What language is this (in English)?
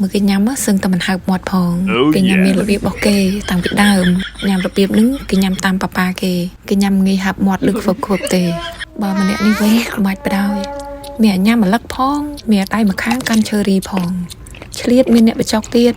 Khmer